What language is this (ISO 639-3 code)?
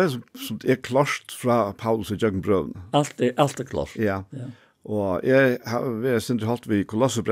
fao